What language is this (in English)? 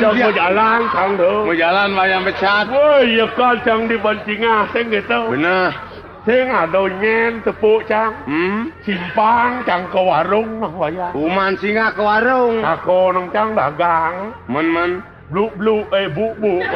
Balinese